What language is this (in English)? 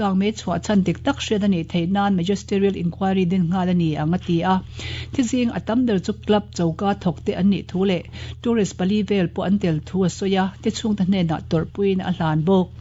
Mizo